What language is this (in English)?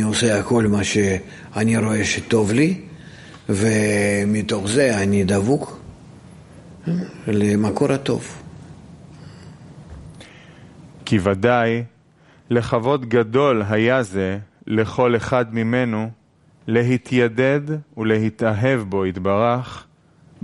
Hebrew